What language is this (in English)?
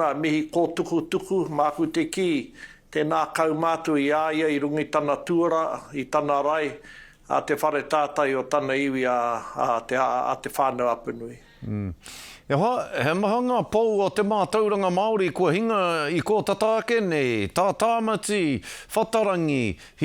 Māori